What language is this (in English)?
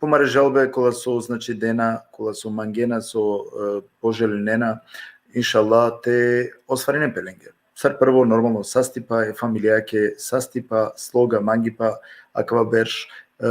Balkan Romani